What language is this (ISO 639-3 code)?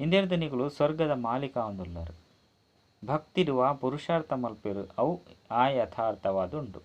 tcy